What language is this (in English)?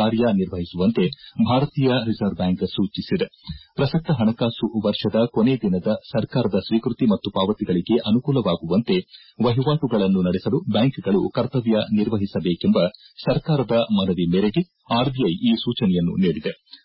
Kannada